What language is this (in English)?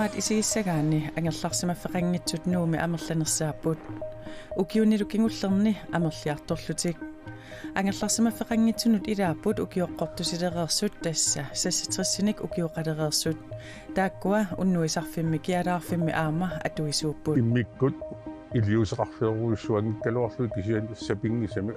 Kalaallisut